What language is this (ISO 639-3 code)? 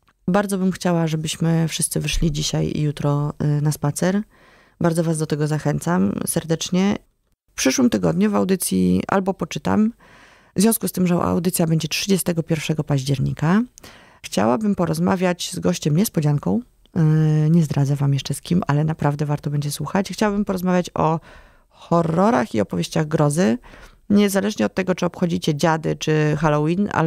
pol